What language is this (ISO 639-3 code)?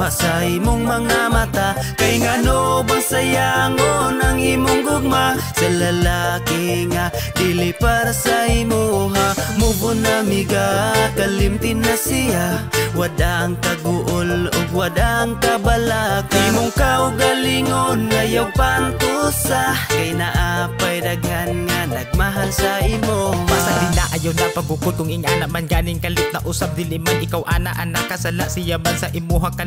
ceb